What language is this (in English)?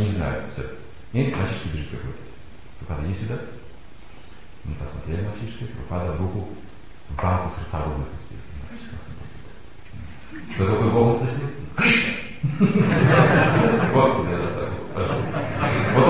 Russian